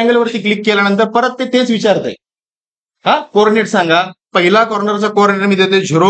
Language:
Marathi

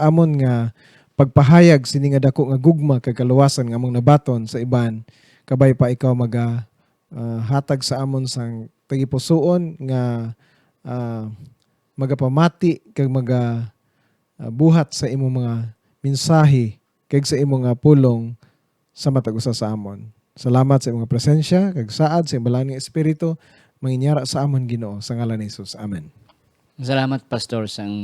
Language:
Hiligaynon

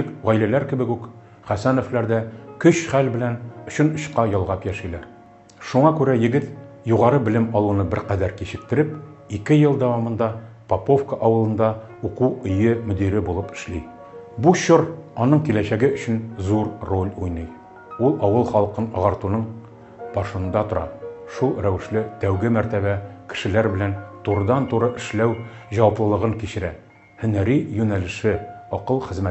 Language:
Tatar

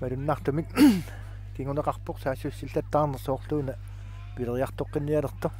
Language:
Kalaallisut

